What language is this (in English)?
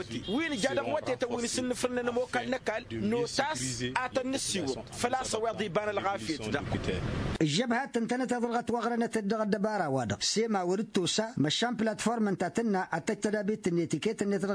Tamasheq